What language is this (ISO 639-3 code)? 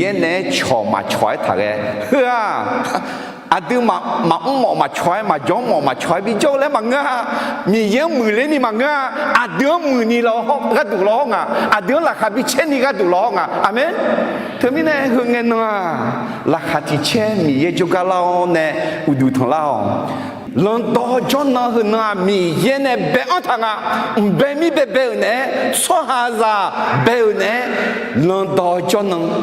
ahk